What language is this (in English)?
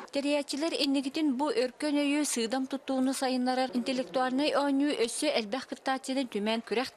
Yakut